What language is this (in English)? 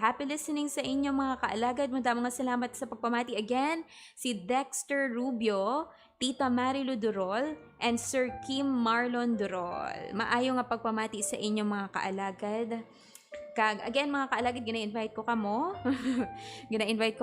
Hiligaynon